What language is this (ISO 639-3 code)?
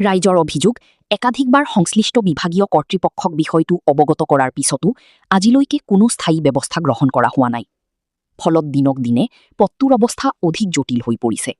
asm